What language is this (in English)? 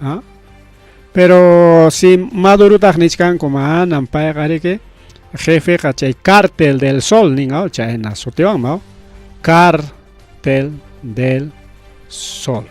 Ayacucho Quechua